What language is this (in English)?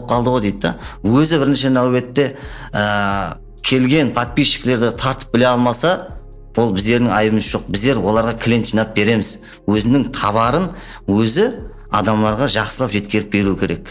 Kara-Kalpak